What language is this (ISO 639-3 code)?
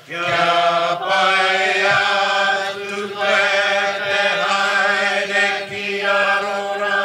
mri